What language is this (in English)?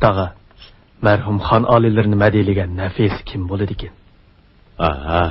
Uyghur